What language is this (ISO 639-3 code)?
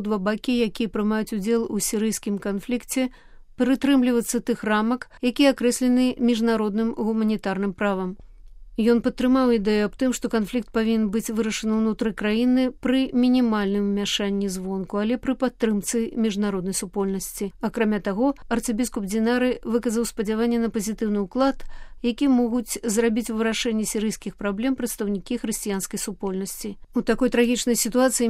bel